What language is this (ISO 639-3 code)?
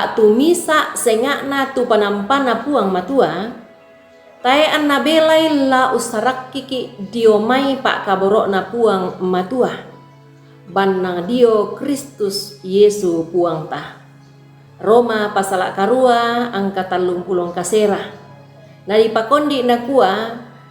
sda